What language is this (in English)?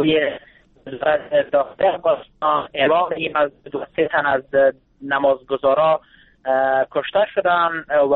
Persian